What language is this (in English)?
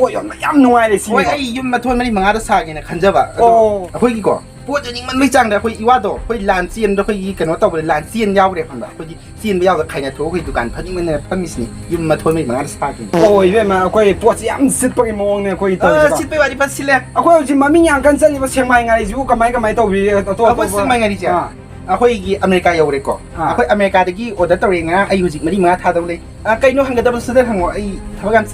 Manipuri